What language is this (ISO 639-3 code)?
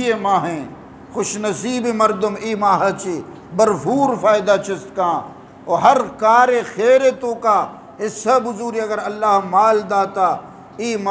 bgp